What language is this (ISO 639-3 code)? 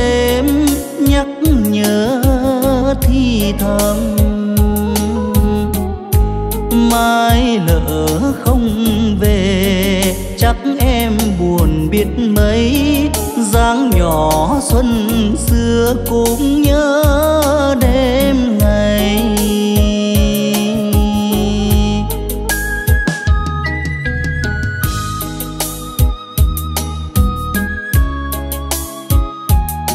vie